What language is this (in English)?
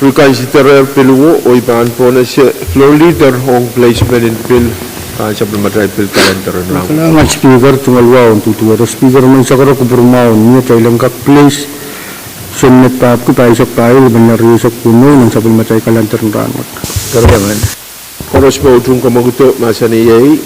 Pohnpeian